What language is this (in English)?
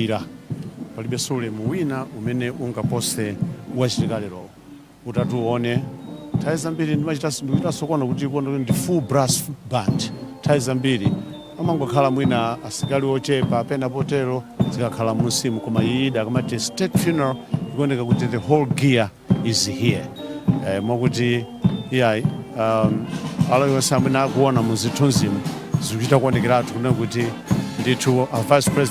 Nyanja